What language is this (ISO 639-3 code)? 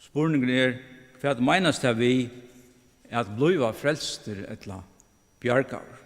fao